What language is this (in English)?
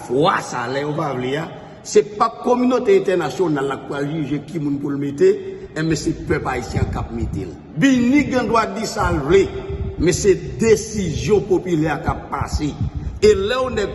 Haitian Creole